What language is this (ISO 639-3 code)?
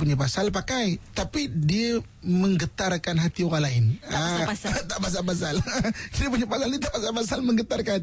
msa